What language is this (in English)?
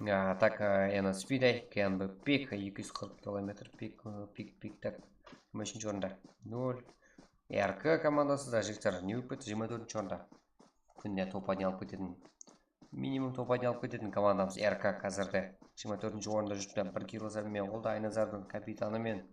Kara-Kalpak